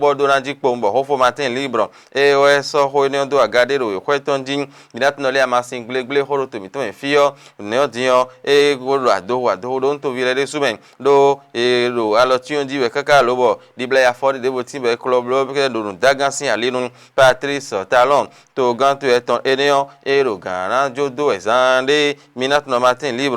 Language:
Fon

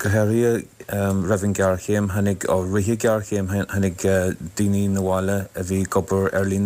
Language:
Irish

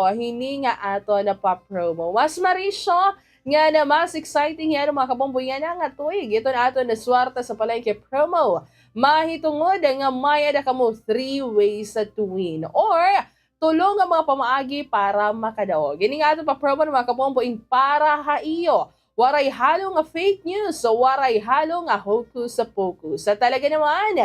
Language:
Waray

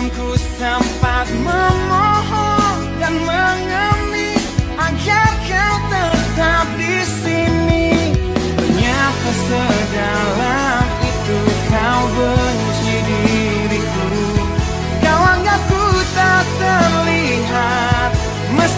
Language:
Indonesian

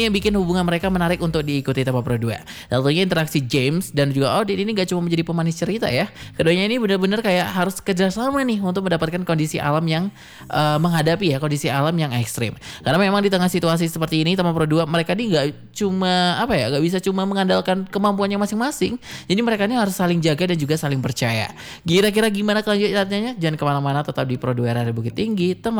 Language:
Indonesian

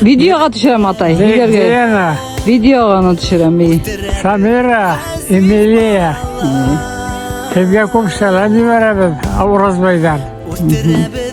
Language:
Bashkir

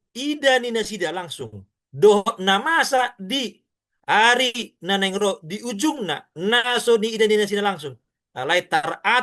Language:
Batak Toba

